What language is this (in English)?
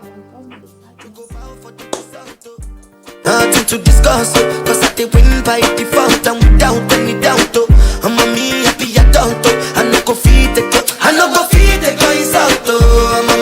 Nigerian Pidgin